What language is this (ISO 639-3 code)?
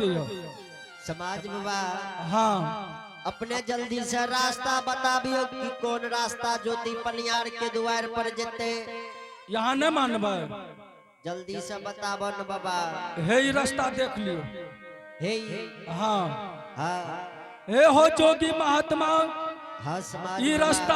anp